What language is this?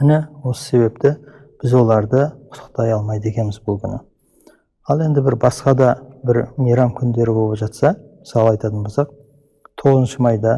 Kazakh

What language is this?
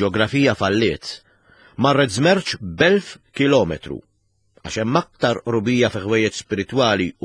Maltese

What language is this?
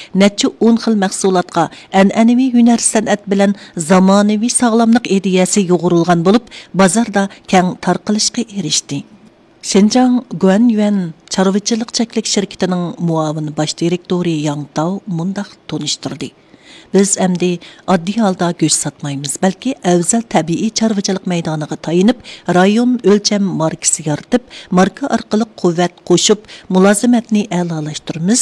Uyghur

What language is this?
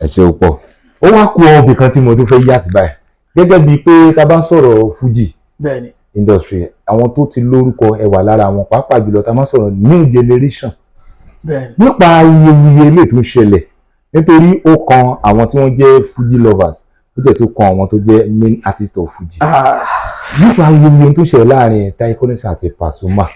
Yoruba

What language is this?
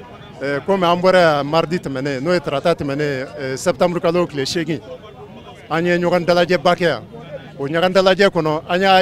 Bambara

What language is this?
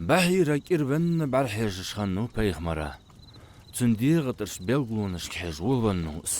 Ingush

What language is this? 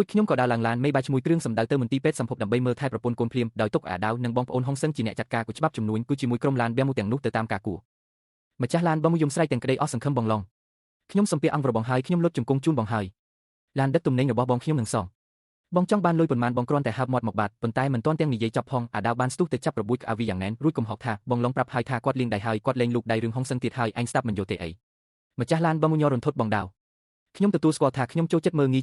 Khmer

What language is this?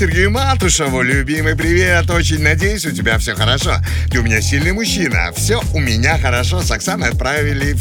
Russian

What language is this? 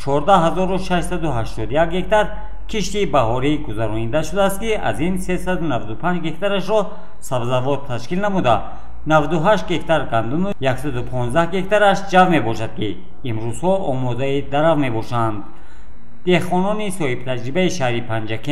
Tajik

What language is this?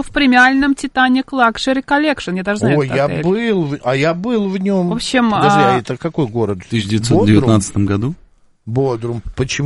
Russian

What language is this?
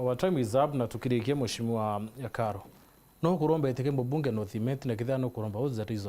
Meru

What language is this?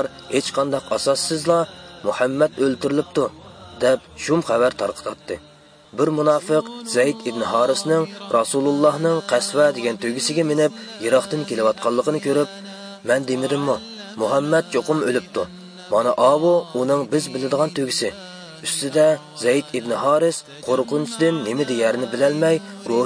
Uyghur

